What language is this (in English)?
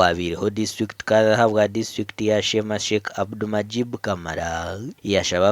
Nyankole